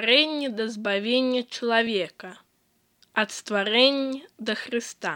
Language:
Belarusian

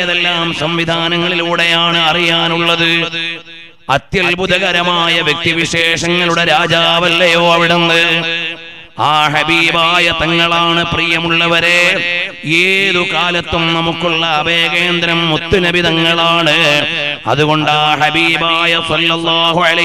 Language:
Malayalam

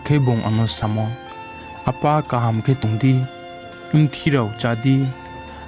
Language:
Riang (India)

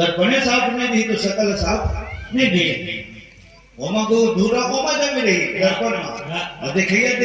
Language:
Chhattisgarhi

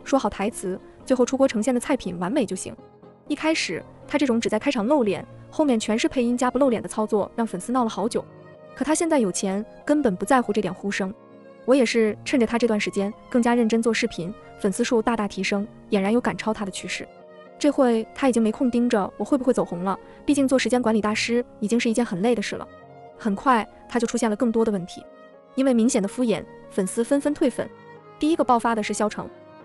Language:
Chinese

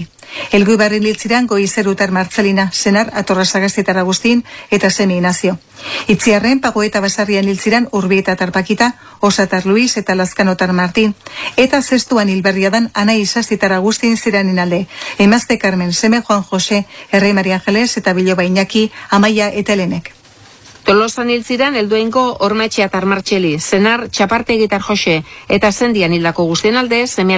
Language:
Basque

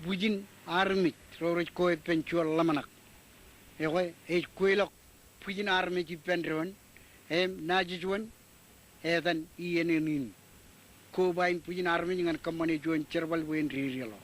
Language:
Marshallese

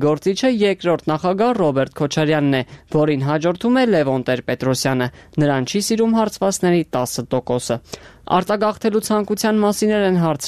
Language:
Armenian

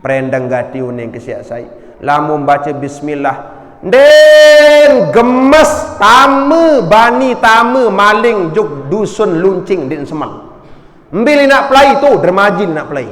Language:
Sasak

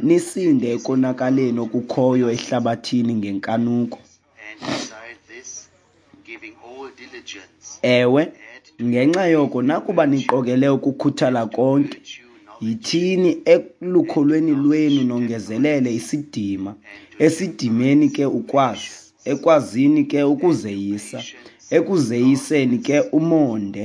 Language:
Xhosa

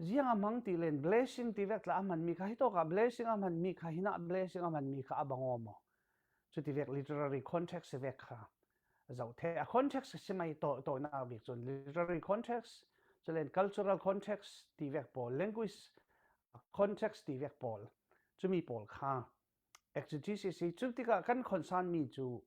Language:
Falam Chin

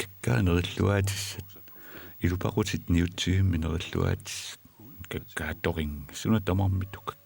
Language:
Kalaallisut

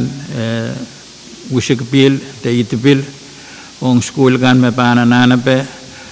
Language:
Pohnpeian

